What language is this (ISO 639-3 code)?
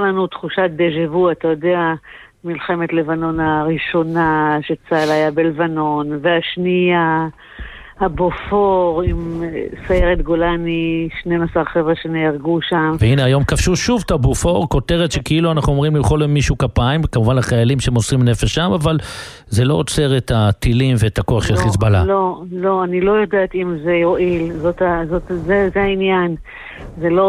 heb